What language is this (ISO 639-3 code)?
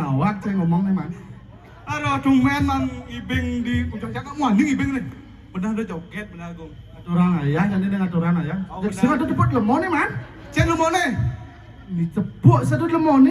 ban